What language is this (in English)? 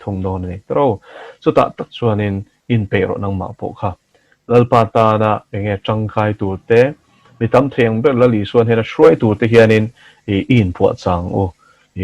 Mizo